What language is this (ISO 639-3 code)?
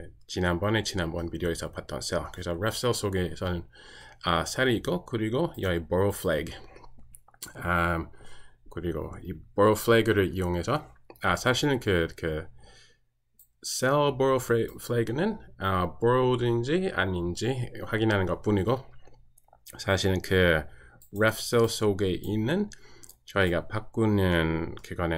kor